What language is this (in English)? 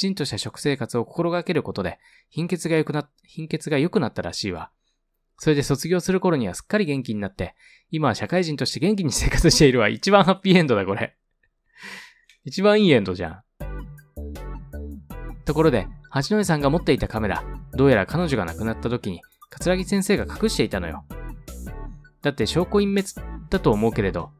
Japanese